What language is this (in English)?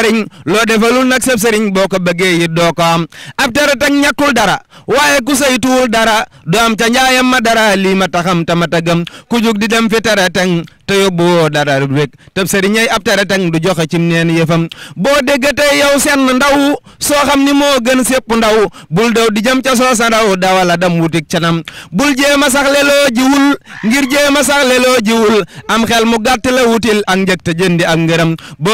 Wolof